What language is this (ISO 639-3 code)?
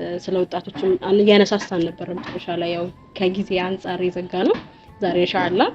amh